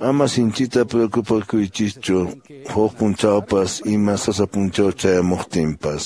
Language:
Quechua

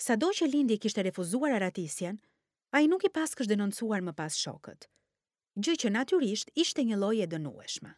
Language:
Albanian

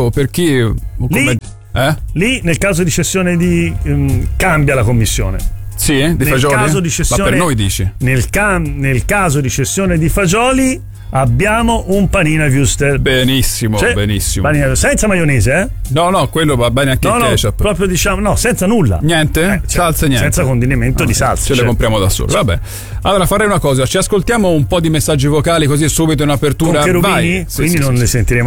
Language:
Italian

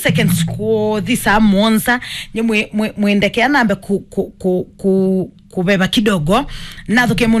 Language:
Kamba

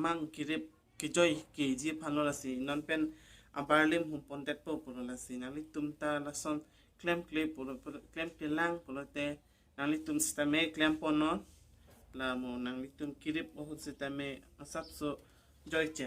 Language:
Karbi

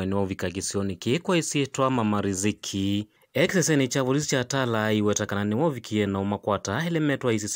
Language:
Kamba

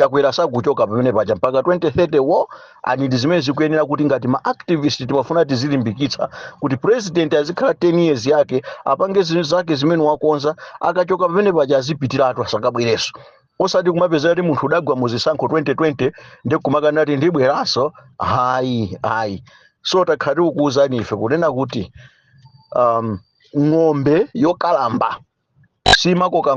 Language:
Nyanja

